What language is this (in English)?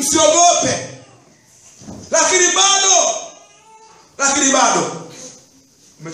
Swahili